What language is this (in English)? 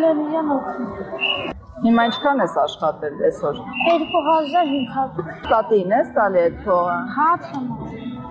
Armenian